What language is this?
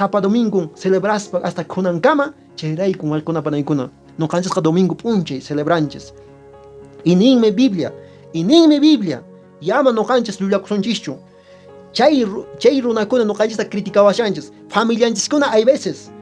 Quechua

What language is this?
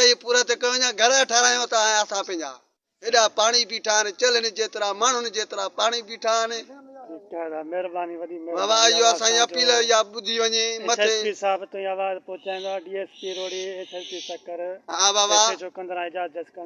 Sindhi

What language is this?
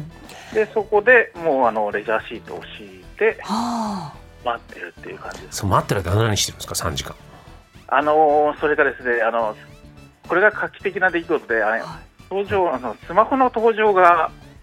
Japanese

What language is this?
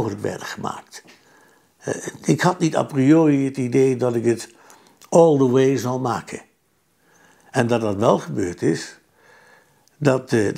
Dutch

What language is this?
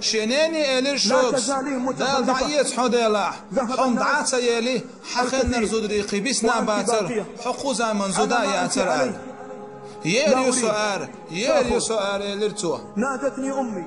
Chechen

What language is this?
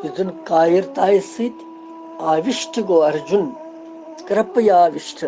Kashmiri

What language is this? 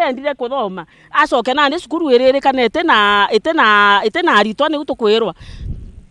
Meru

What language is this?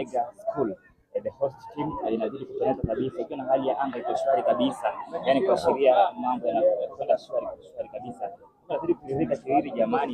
Swahili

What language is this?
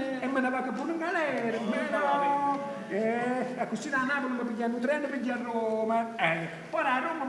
Neapolitan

